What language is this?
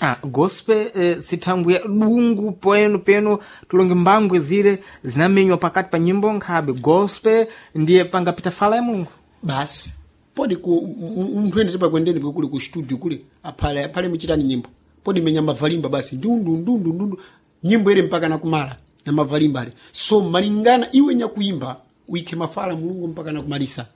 Sena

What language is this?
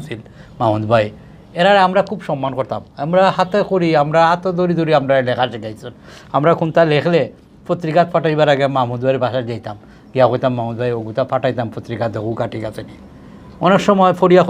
Sylheti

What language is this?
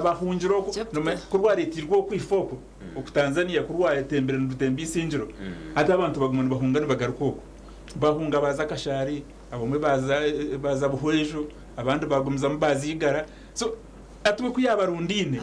Nyankole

